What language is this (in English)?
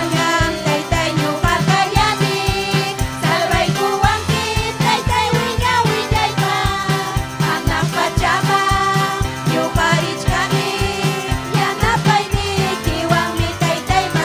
Ayacucho Quechua